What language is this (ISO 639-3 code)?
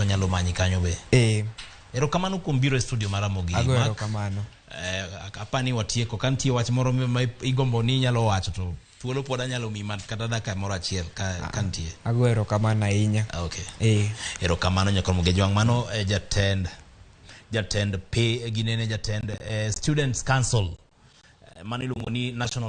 luo